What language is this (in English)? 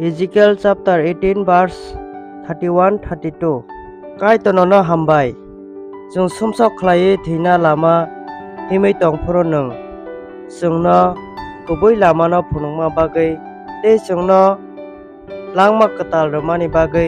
Kok Borok